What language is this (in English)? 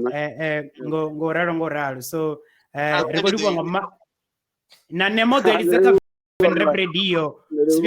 Venda